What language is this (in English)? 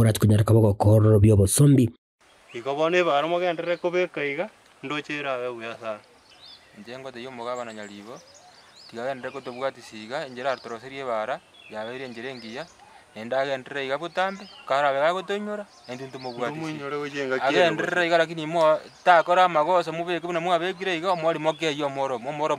Gusii